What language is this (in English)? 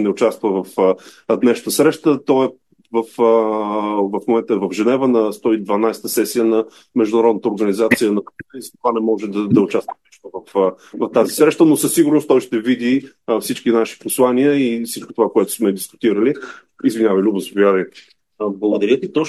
Bulgarian